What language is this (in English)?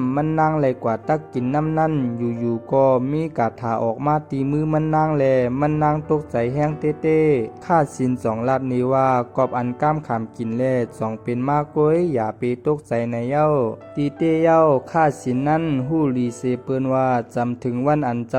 Shan